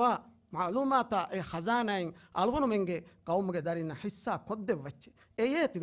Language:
Divehi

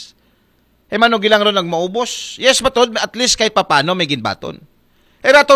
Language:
Aklanon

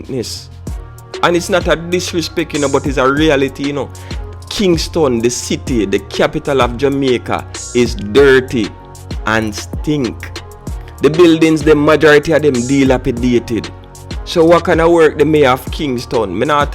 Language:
Jamaican Creole English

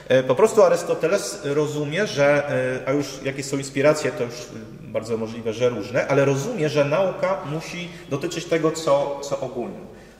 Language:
Polish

